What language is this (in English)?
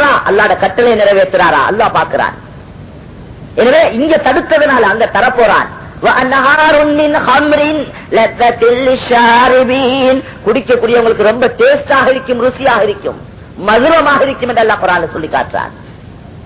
Tamil